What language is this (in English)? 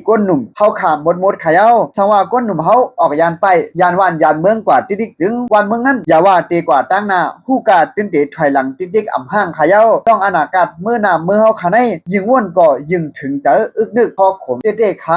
Shan